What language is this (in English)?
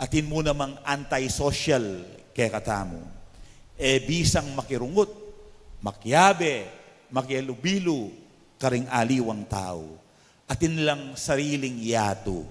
Pampanga